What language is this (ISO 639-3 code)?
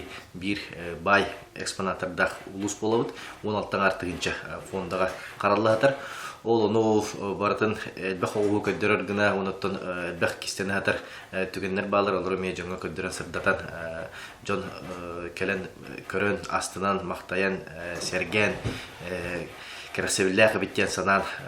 sah